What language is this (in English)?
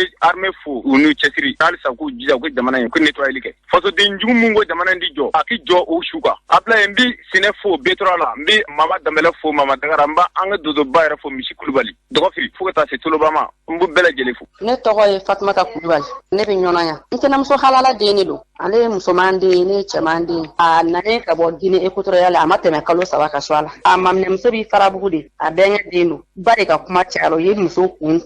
Bambara